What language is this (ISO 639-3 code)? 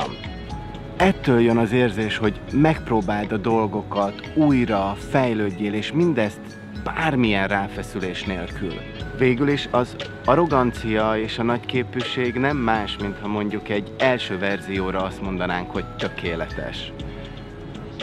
hun